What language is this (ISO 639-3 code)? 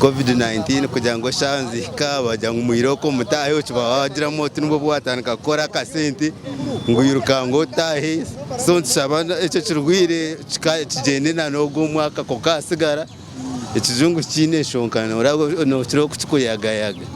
nyn